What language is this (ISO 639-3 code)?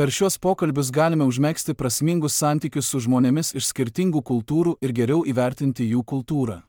lit